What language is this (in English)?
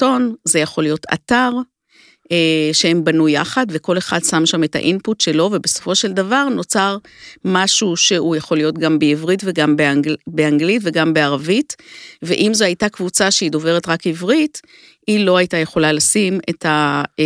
Hebrew